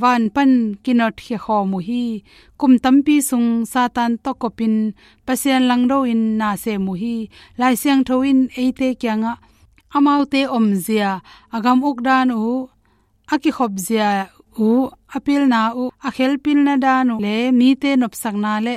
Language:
Tedim Chin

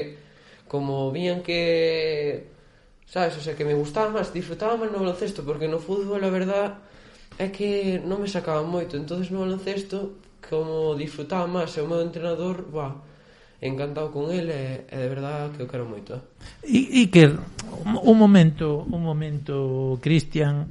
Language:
Galician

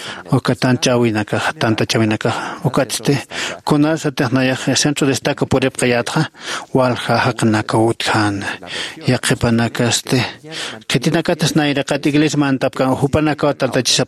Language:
Aymara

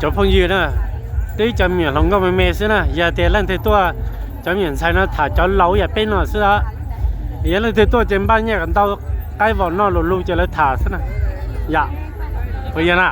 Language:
Hmong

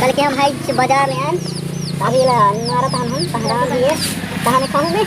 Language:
Chhattisgarhi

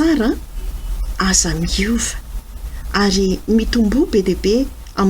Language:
Malagasy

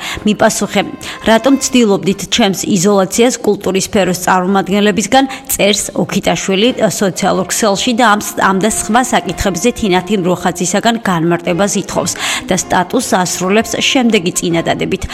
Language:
Georgian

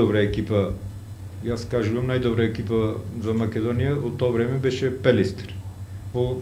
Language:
Macedonian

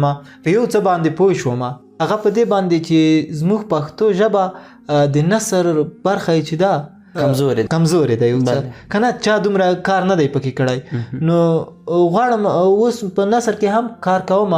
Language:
Pashto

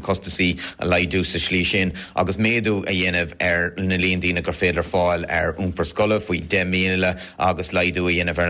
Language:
Irish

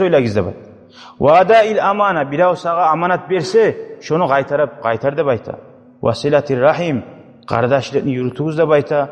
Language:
Kumyk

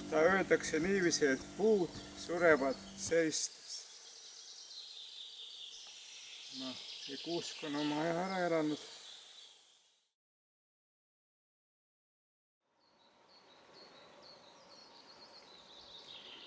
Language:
Estonian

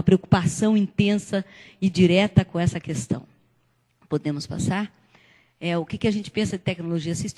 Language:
Portuguese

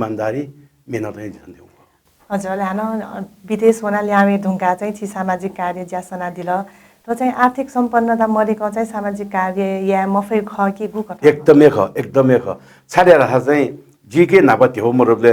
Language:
Newari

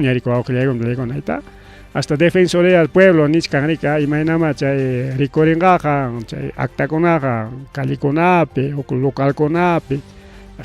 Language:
Ayacucho Quechua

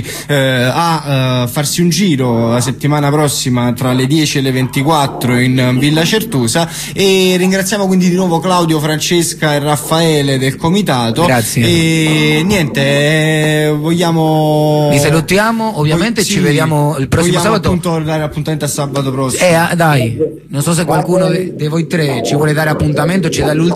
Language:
Italian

